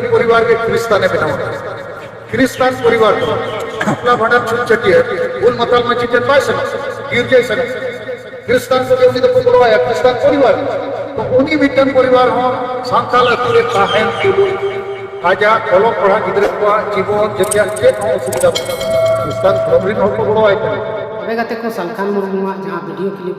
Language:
Santali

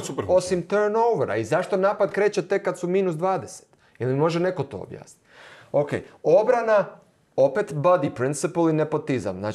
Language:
Croatian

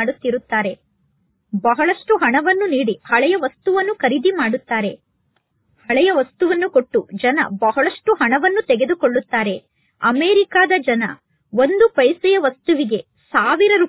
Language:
Kannada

